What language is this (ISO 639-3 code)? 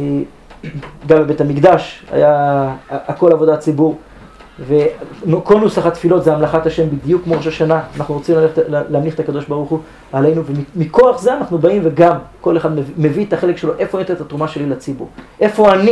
heb